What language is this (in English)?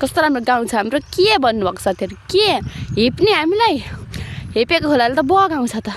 Nepali